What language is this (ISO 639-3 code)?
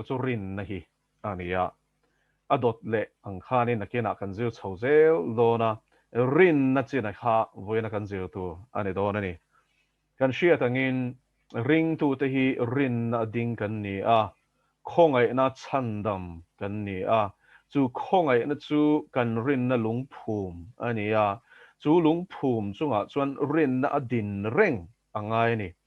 lus